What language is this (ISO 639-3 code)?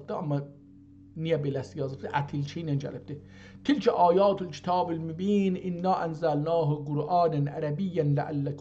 azb